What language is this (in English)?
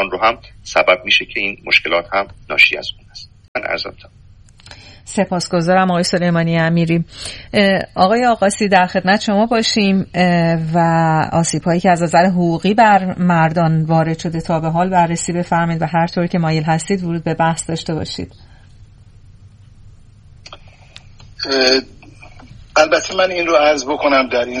Persian